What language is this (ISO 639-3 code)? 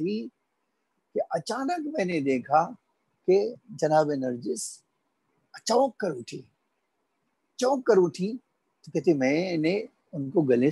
urd